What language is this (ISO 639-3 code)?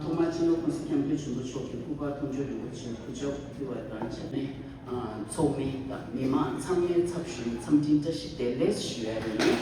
bod